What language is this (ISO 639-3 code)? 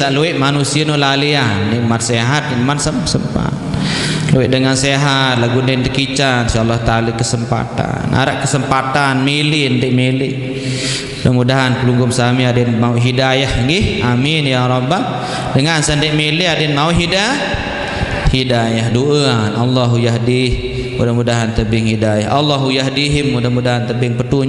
sas